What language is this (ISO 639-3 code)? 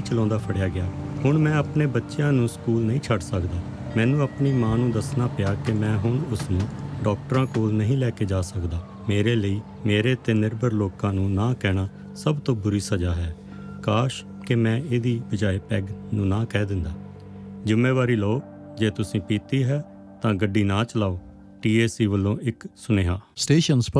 pan